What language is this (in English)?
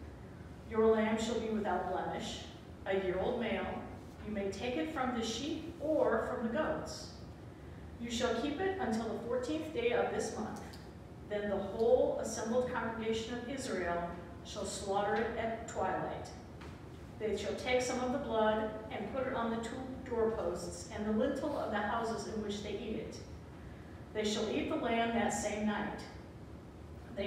English